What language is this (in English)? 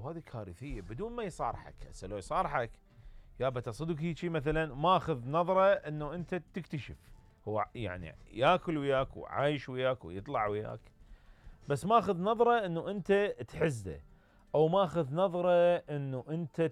Mesopotamian Arabic